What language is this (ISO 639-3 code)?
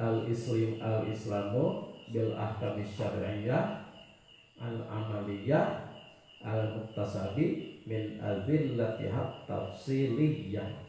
sun